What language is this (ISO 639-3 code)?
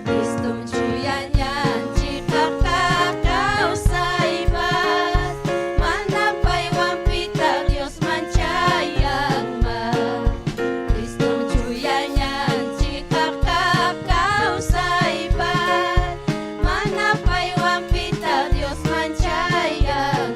quy